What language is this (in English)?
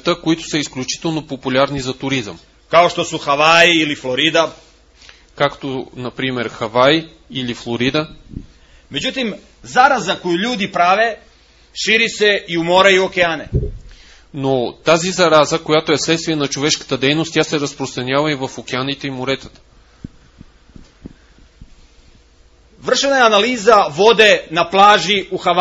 Bulgarian